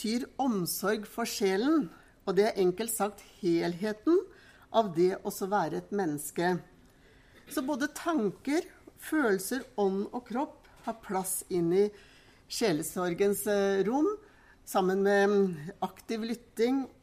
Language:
Norwegian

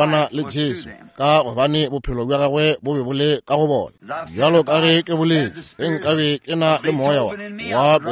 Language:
Northern Sotho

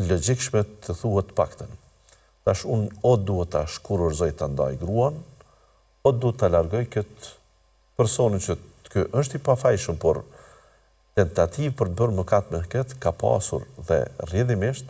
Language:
Albanian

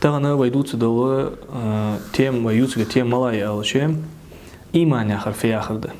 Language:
Ingush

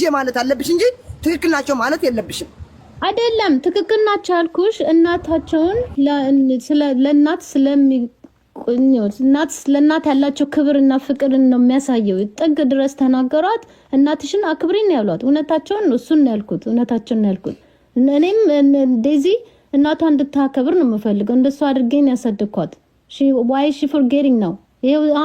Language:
Amharic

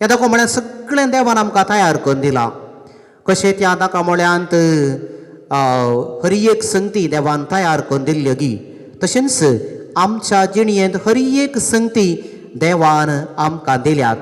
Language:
Konkani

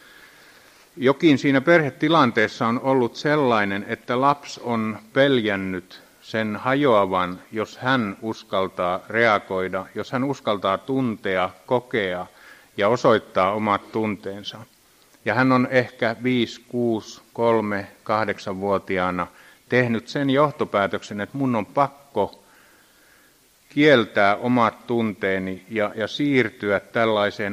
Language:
Finnish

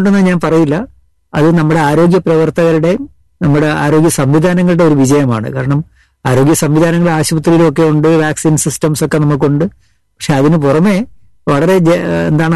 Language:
Malayalam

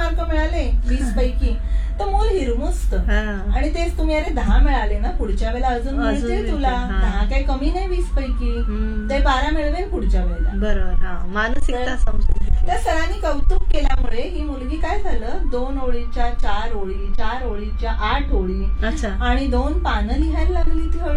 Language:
Marathi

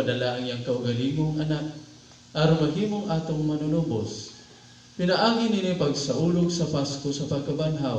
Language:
Cebuano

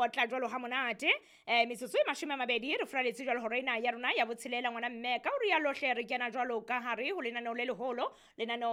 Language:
Southern Sotho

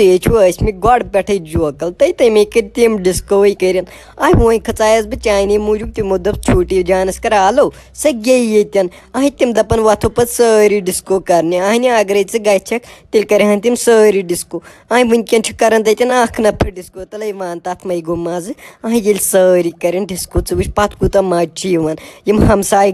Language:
Kashmiri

